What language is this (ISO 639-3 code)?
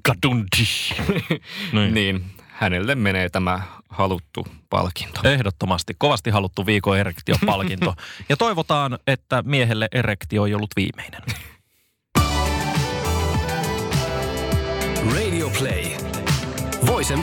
fin